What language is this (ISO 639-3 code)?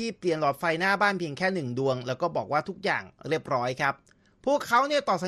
tha